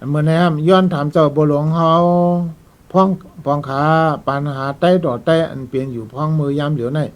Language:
Shan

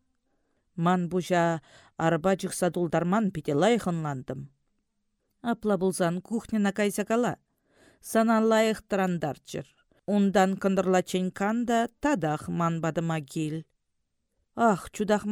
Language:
Chuvash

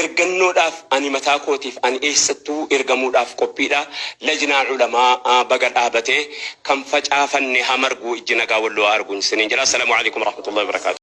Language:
Oromo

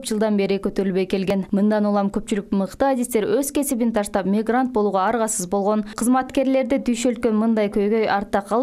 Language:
Kyrgyz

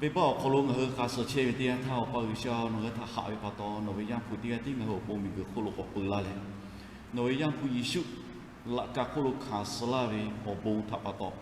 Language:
Lahu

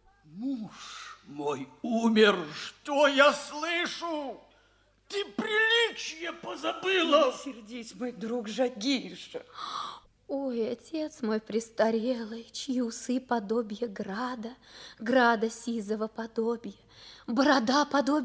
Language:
Russian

